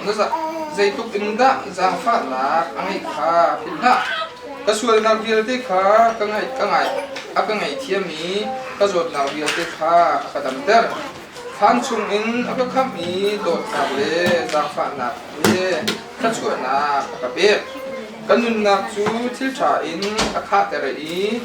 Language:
Hakha Chin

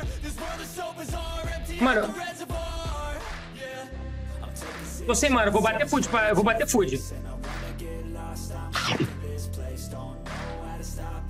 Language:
Portuguese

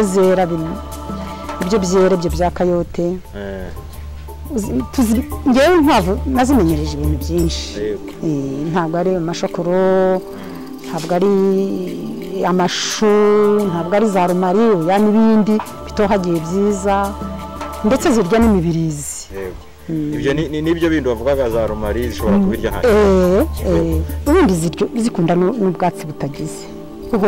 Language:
Kinyarwanda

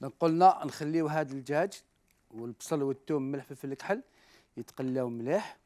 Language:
Algerian Arabic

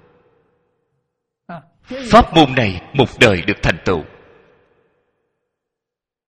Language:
Vietnamese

